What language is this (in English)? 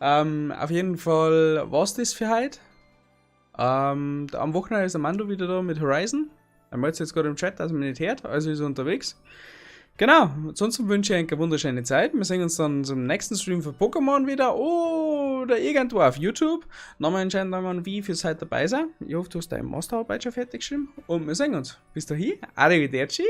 Bavarian